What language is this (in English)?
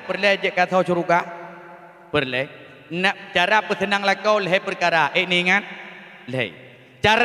Achinese